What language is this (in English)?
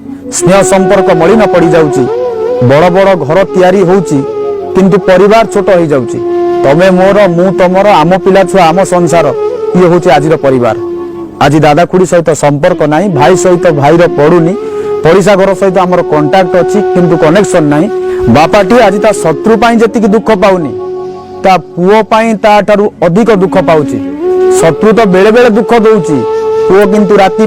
Odia